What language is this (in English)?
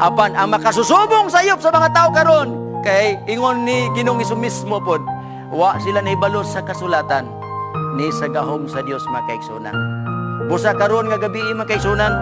Cebuano